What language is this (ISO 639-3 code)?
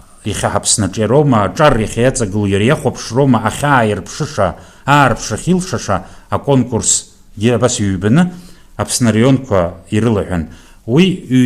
abk